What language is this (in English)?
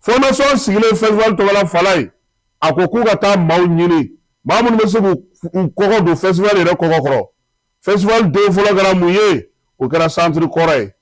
Bambara